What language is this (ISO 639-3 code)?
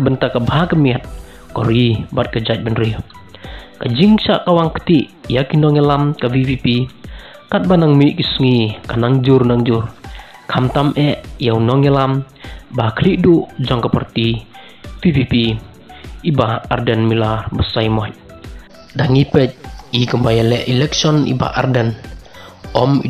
kha